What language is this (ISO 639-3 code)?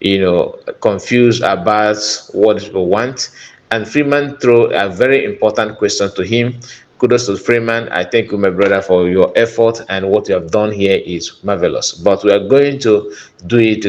ibo